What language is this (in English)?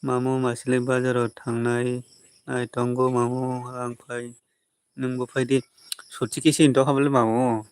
Kok Borok